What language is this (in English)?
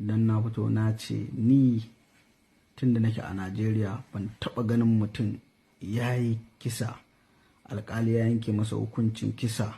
Hausa